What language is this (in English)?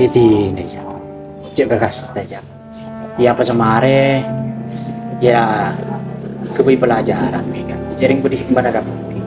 Madurese